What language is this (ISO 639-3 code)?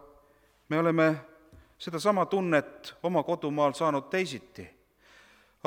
est